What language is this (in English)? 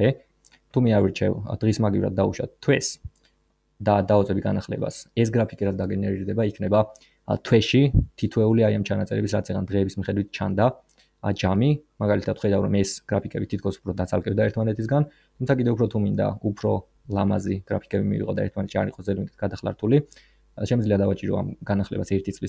Georgian